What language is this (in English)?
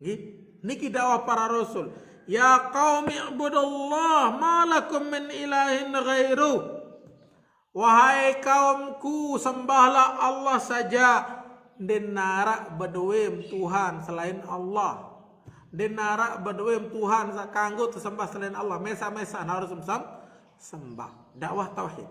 Sasak